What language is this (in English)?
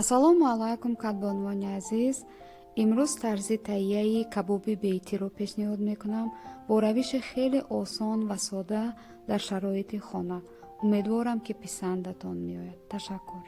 Tajik